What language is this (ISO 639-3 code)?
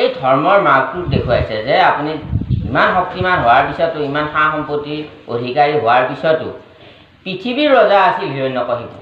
asm